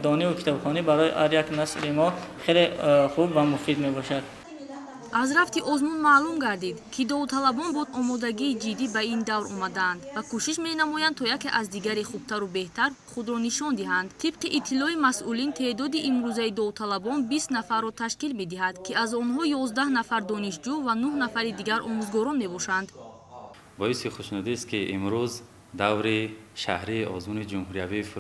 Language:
Tajik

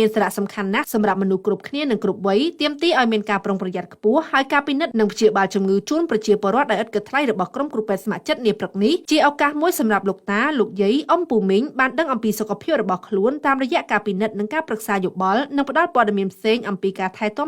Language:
Khmer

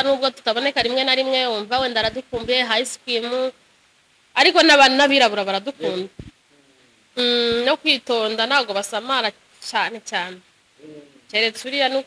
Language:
Kinyarwanda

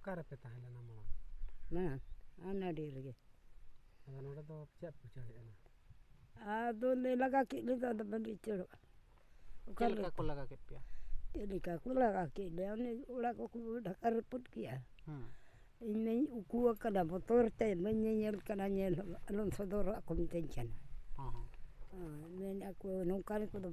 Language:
Santali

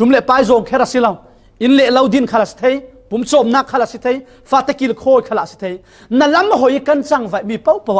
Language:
Falam Chin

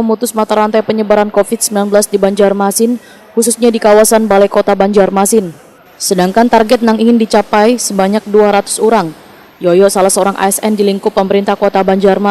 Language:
Banjar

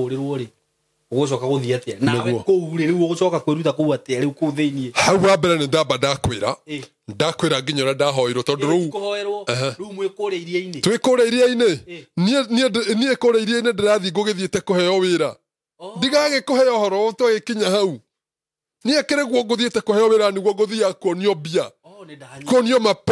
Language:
Kikuyu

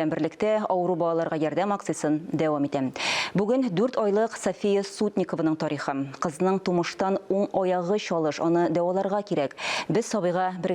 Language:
Tatar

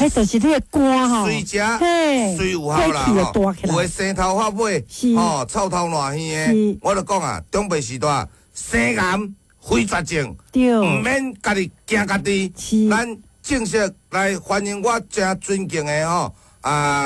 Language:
Min Nan Chinese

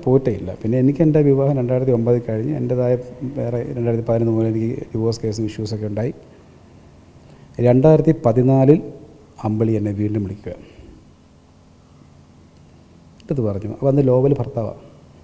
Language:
Malayalam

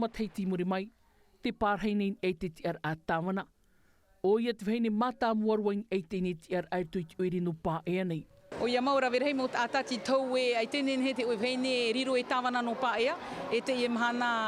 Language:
Tahitian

